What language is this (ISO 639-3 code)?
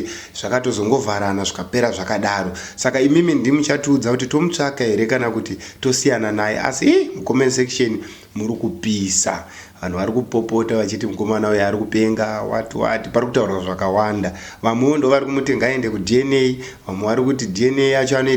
sna